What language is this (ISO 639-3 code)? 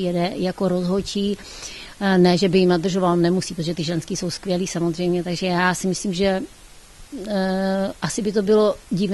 ces